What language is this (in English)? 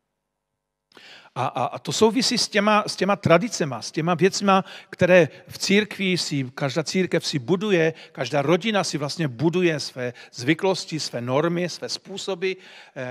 Czech